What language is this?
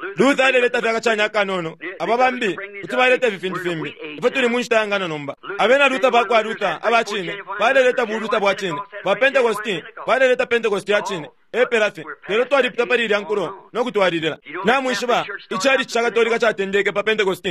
Bemba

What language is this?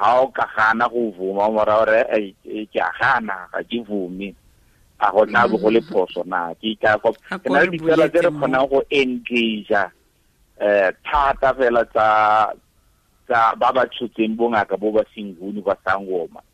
Tswana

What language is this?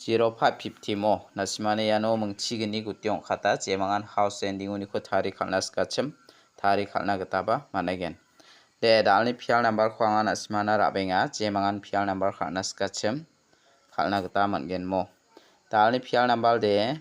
Garo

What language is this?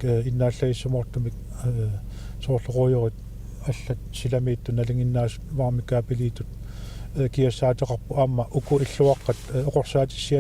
Kalaallisut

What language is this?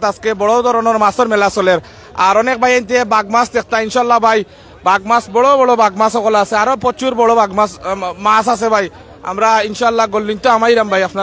Sylheti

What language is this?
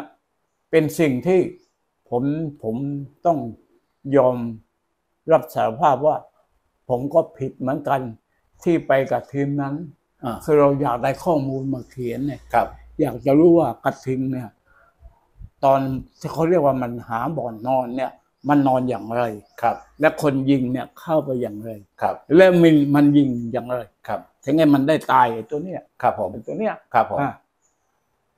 Thai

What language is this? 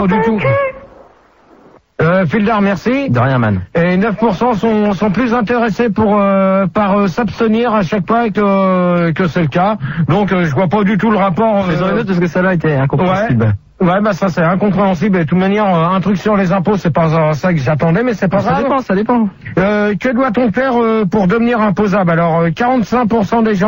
French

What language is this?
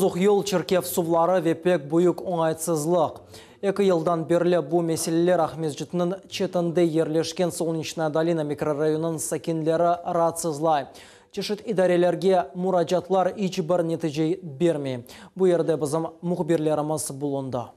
Crimean Tatar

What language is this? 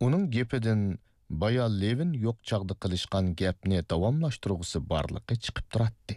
Uyghur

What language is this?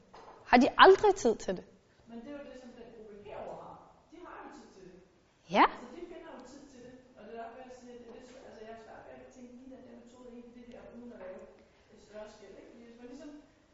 Danish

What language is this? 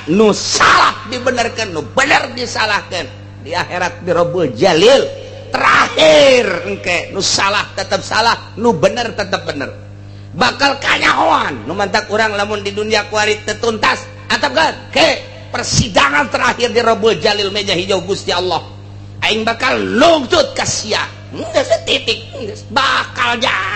Sundanese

